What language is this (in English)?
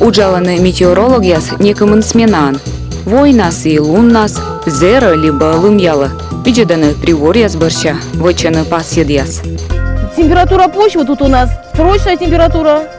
Komi